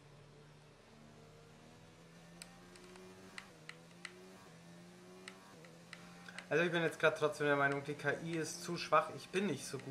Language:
German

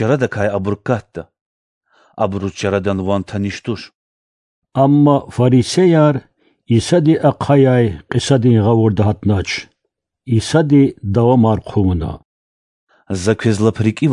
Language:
Lezghian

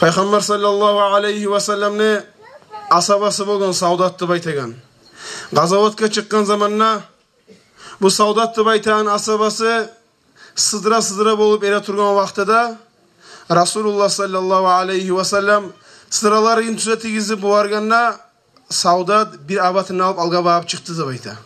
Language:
Kumyk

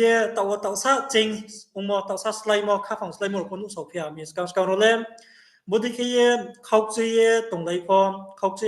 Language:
Riang (India)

